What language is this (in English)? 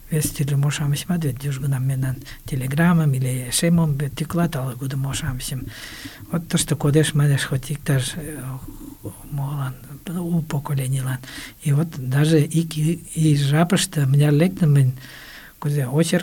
Mari